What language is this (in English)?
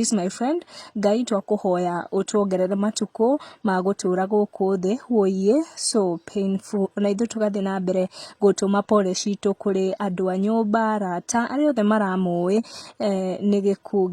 Kikuyu